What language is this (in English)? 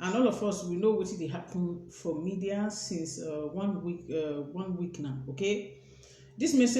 Nigerian Pidgin